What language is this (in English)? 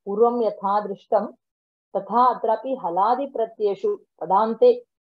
Sanskrit